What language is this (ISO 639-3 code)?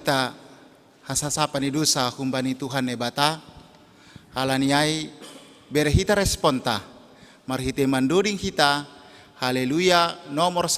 bts